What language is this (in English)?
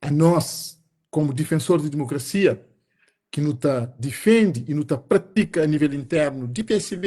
Kabuverdianu